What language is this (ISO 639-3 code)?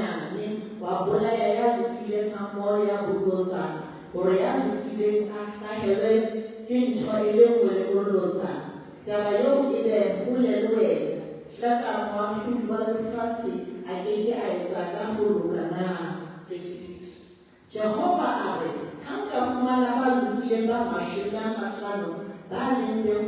sot